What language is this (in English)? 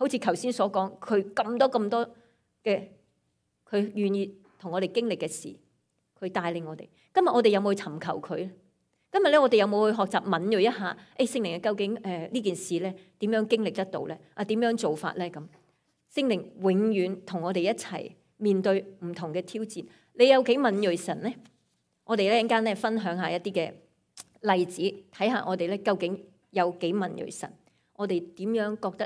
Cantonese